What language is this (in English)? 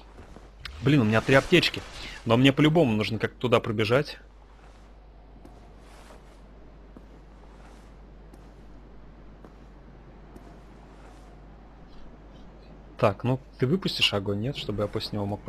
Russian